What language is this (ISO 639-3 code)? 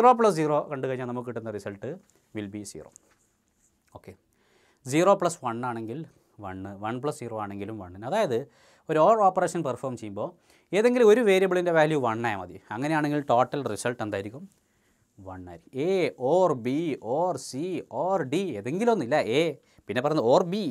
mal